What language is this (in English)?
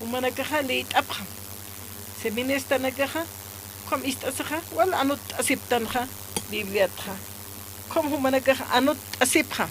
Aymara